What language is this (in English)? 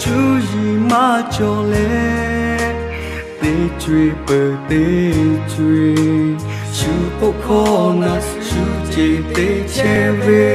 Lahu